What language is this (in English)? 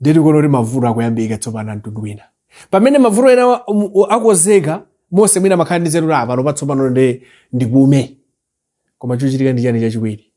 Nyanja